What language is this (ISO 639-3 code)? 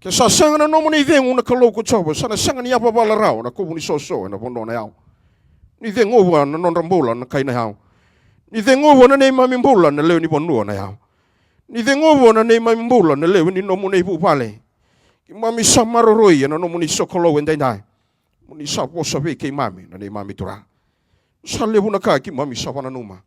fij